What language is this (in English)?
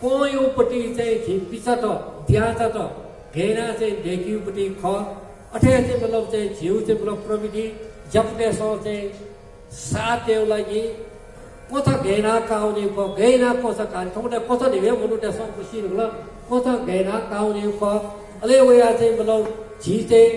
Newari